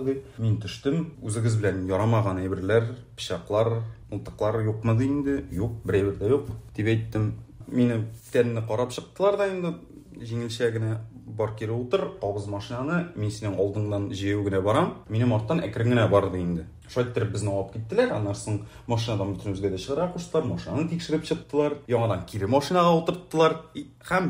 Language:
Tatar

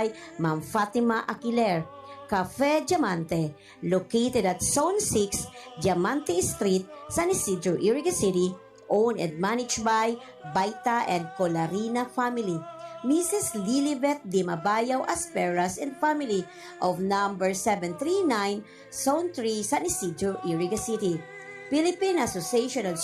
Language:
Bikol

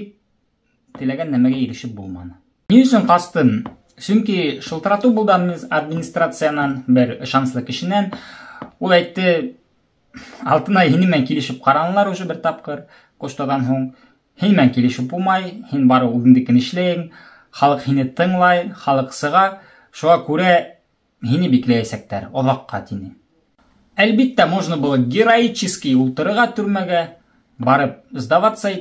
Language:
Bashkir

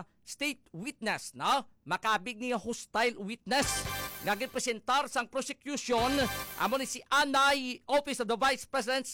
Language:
Hiligaynon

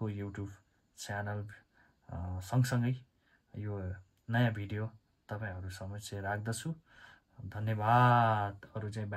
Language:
Nepali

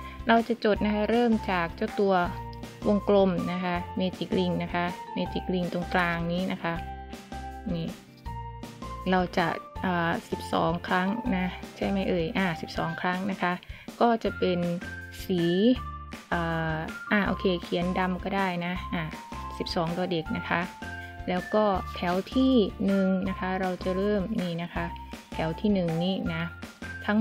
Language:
Thai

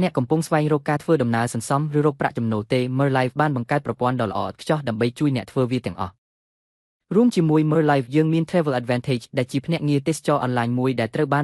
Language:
Khmer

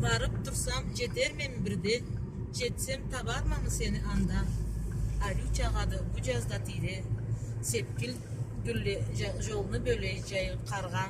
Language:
Karachay-Balkar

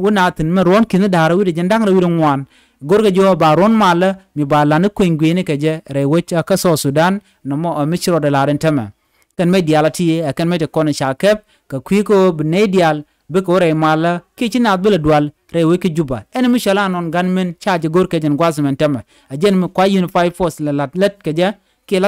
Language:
Nuer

